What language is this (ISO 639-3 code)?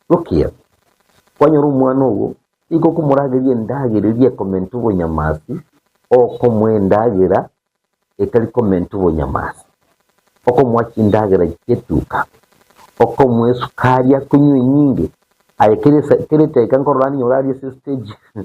guz